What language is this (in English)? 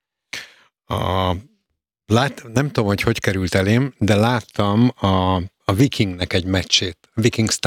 Hungarian